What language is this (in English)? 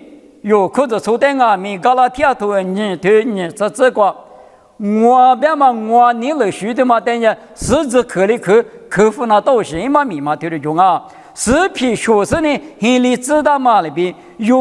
Lisu